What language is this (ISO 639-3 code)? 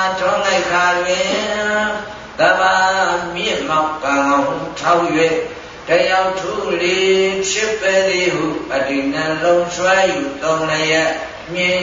mya